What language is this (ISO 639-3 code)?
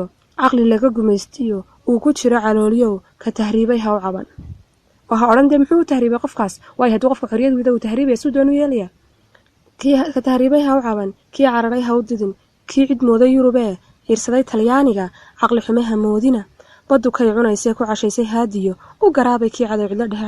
som